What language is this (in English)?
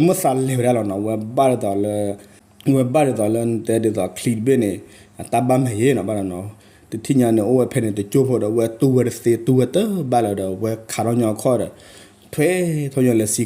S'gaw Karen